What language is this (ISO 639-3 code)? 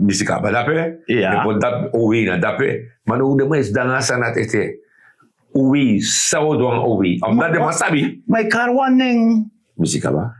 srn